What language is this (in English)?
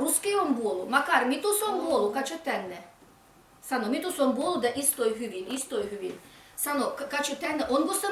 Livvi